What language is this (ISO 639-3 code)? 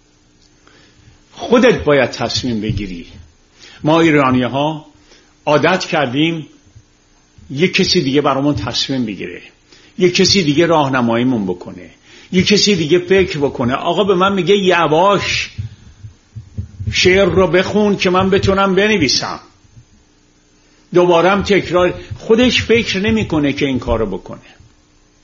fas